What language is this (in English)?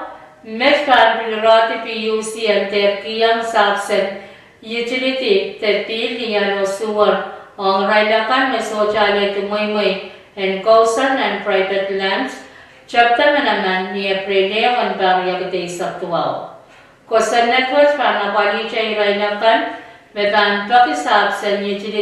Pohnpeian